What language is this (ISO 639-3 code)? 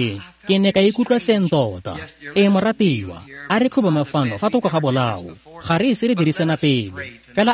tsn